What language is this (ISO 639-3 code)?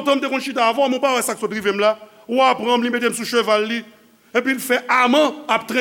hat